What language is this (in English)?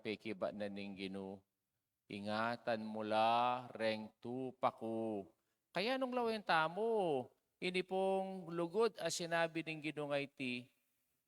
Pampanga